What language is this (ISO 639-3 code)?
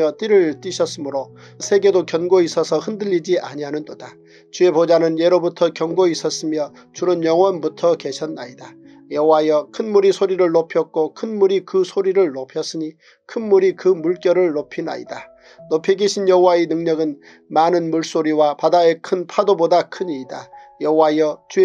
kor